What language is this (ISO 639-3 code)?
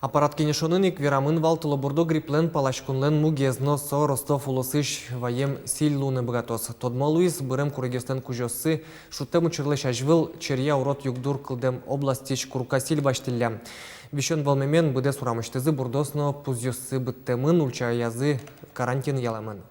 udm